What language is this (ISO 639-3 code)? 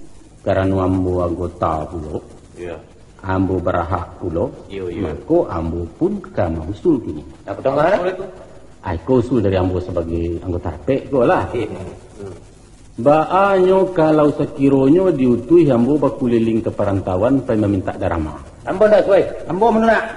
min